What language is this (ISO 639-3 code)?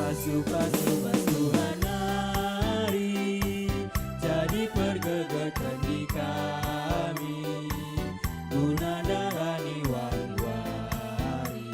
btx